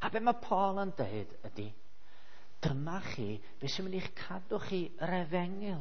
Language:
Welsh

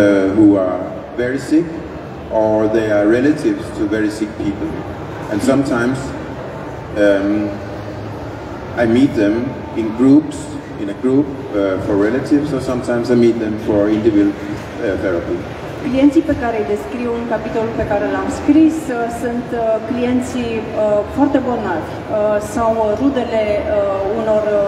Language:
Romanian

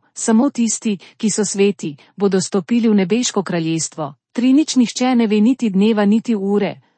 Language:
Slovenian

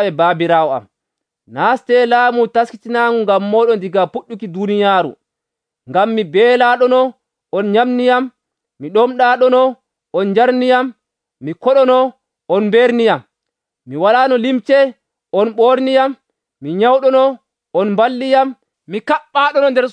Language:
Nigerian Fulfulde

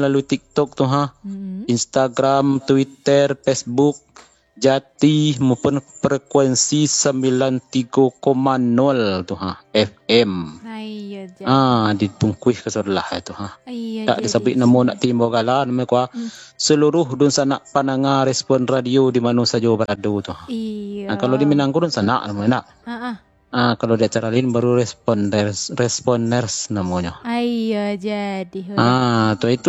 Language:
Minangkabau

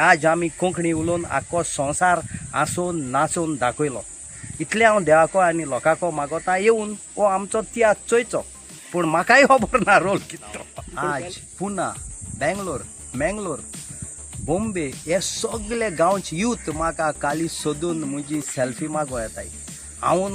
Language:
Konkani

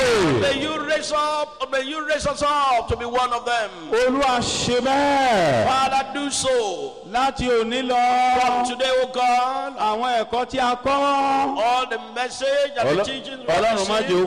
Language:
Yoruba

